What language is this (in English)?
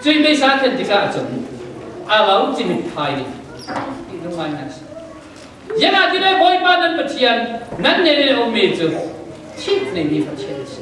Falam Chin